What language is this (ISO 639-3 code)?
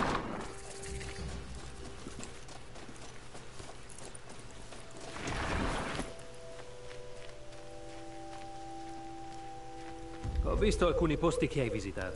ita